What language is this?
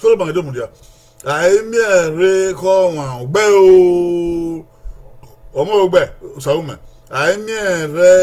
Bini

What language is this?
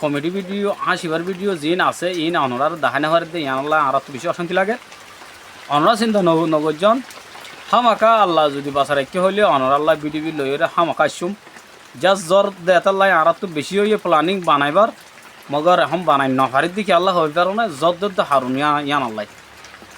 Rohingya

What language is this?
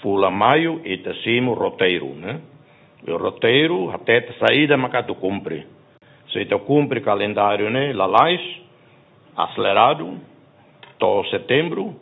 Tetum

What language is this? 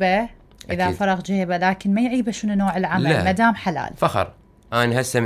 Mesopotamian Arabic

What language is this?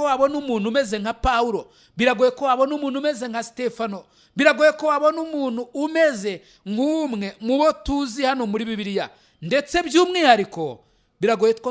Kinyarwanda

